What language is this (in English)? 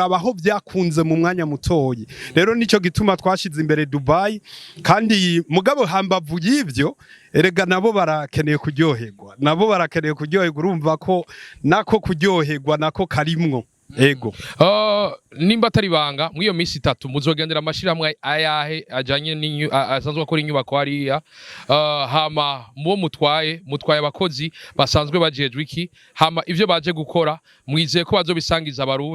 Rundi